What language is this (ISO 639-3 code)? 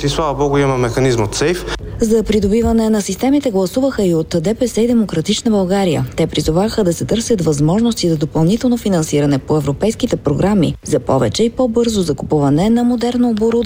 bul